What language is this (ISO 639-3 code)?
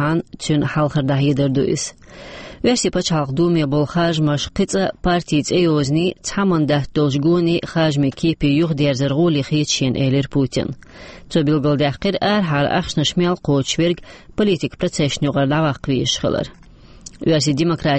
che